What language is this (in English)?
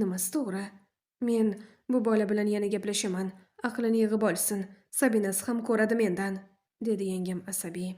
Uzbek